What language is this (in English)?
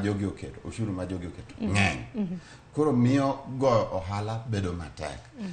Luo (Kenya and Tanzania)